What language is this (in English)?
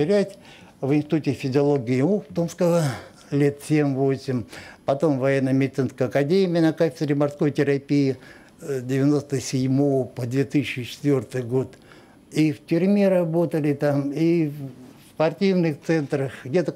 Russian